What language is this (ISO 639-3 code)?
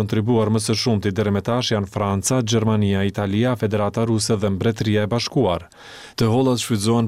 sqi